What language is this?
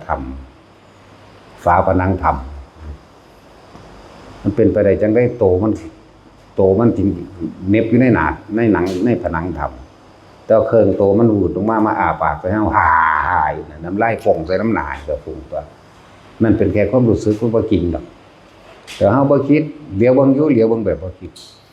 Northeastern Thai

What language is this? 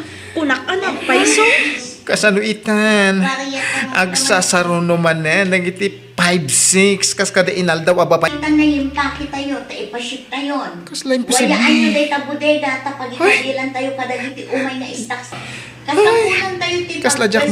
Iloko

